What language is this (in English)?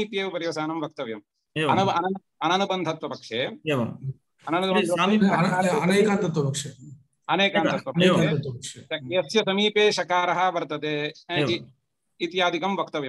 Sanskrit